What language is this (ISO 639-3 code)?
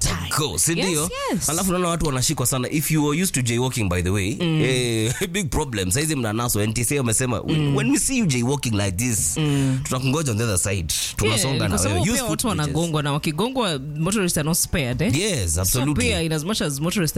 swa